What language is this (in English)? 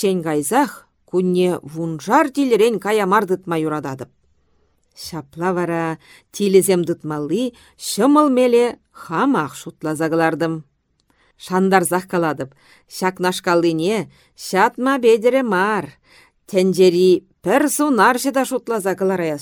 Chuvash